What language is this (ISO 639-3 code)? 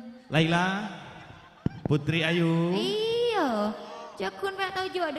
mad